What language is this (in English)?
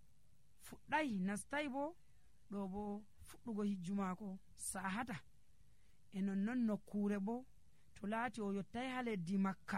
Nigerian Fulfulde